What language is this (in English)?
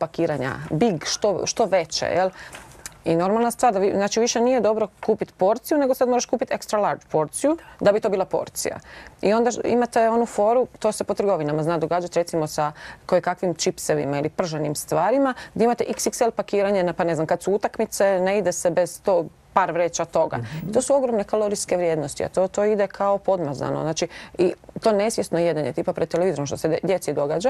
Croatian